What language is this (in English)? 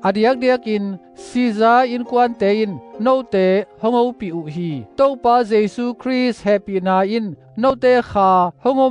Tedim Chin